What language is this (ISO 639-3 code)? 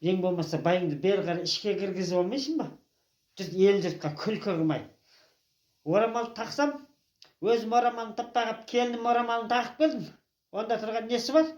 kaz